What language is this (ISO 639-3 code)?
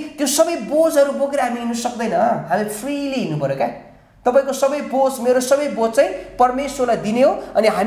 nep